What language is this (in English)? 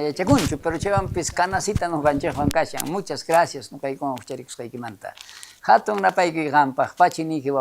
South Bolivian Quechua